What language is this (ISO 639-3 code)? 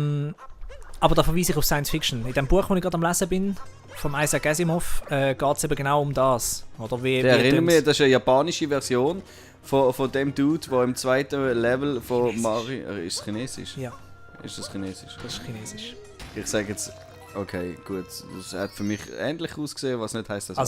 gsw